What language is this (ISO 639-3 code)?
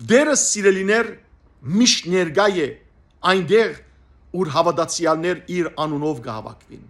hyw